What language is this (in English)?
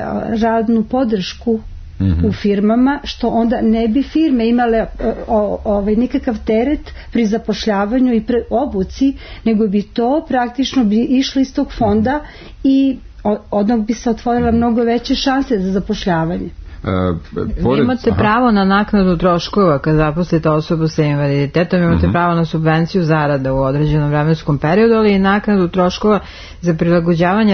Serbian